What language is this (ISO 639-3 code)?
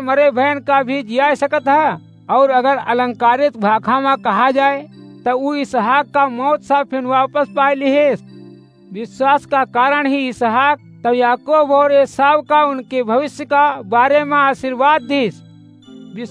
awa